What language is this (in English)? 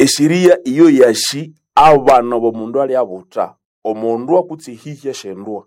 Nande